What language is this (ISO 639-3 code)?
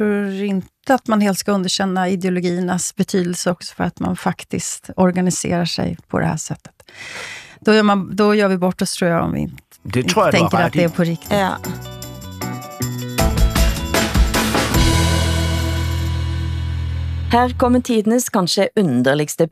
dan